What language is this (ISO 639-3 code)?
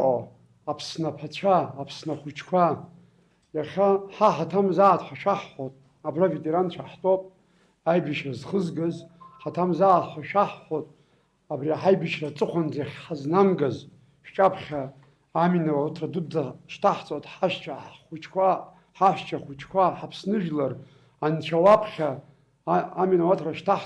abk